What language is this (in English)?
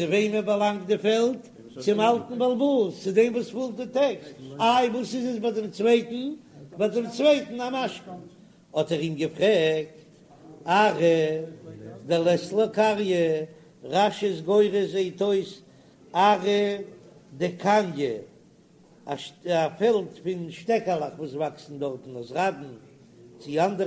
Yiddish